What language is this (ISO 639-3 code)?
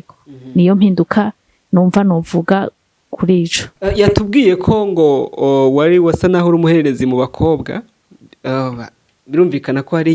run